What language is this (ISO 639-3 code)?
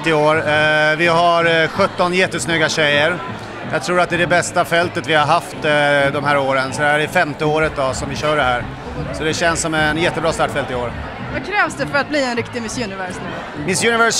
swe